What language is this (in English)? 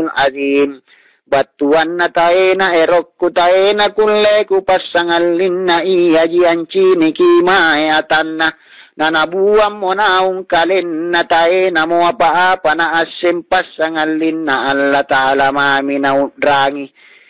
Makasar